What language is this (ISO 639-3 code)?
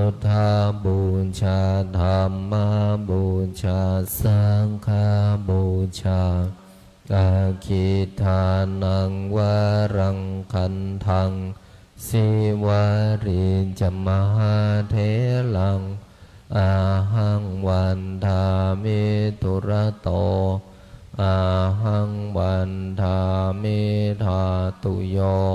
pli